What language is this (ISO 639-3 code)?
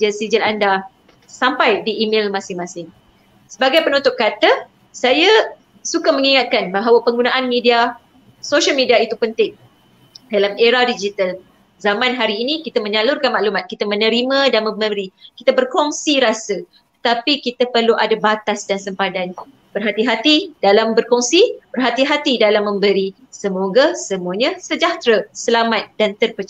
msa